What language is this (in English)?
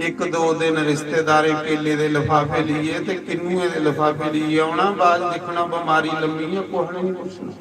Dogri